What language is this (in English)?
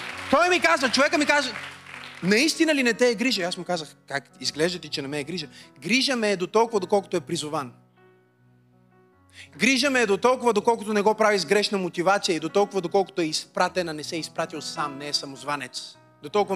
Bulgarian